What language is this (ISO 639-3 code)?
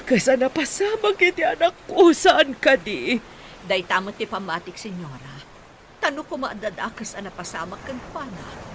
ilo